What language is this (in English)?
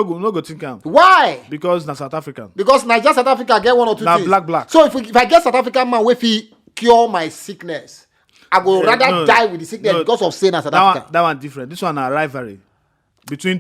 Nigerian Pidgin